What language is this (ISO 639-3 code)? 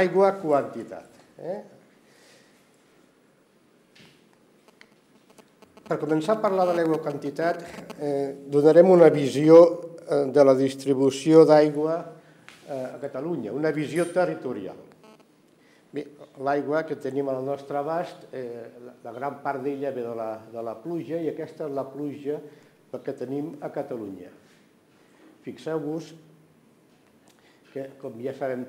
cat